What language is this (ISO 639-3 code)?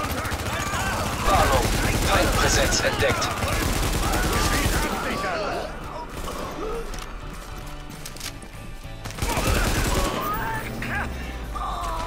deu